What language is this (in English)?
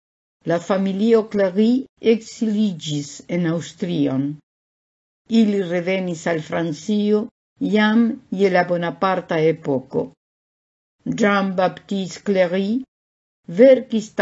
Esperanto